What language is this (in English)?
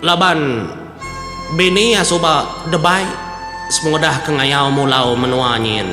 Iban